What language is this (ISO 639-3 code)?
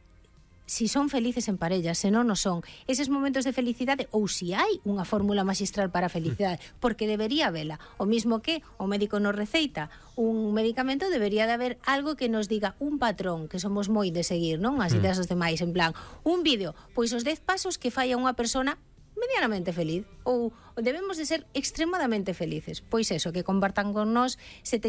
glg